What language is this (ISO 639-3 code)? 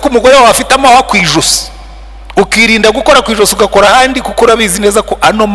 kin